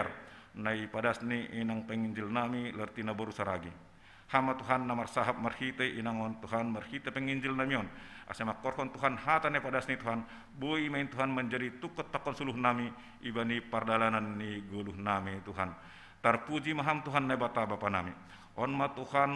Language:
Batak Simalungun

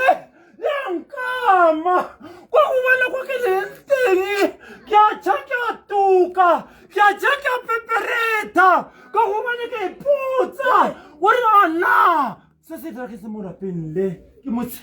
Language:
Tswana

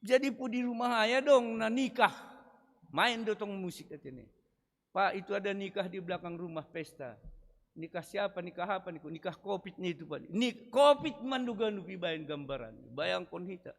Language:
Batak Simalungun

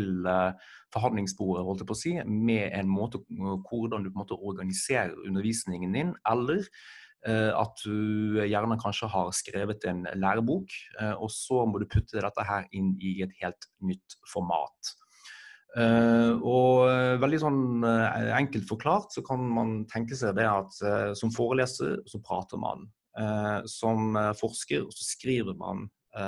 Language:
Norwegian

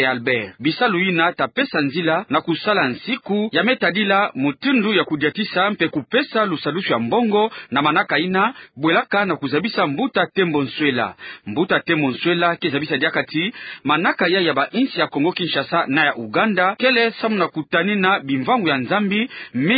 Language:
Kituba (Democratic Republic of Congo)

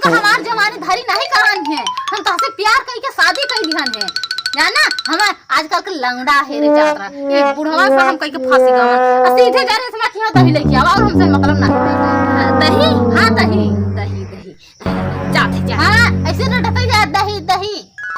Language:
Awadhi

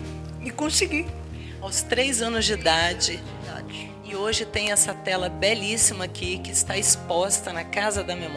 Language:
Portuguese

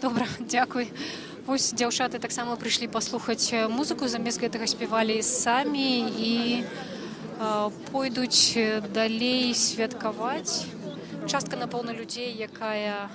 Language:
Belarusian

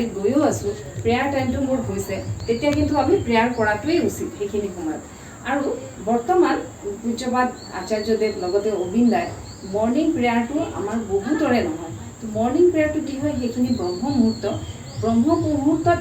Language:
Assamese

